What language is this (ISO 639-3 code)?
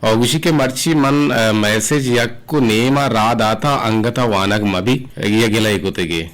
bgp